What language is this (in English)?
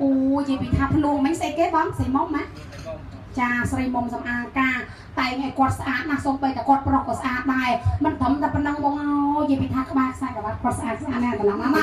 Khmer